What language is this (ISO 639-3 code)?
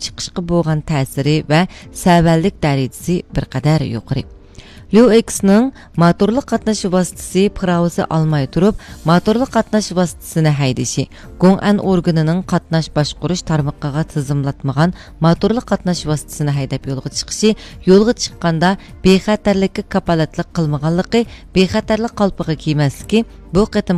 uig